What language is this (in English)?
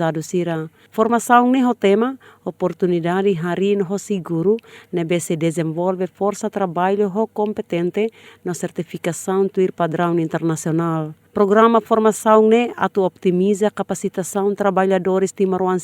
Tetum